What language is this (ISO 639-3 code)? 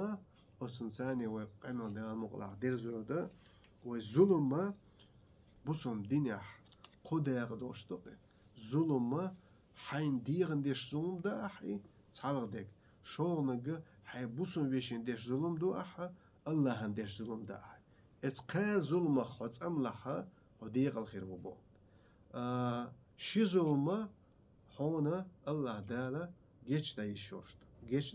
che